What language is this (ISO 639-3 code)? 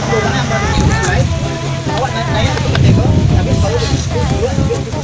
min